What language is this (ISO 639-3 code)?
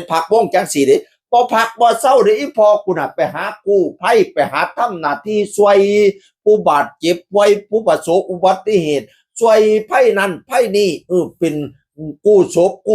tts